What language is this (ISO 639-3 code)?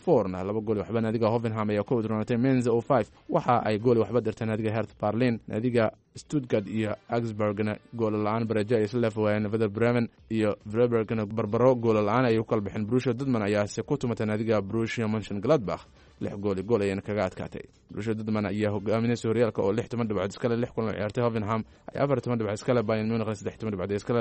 som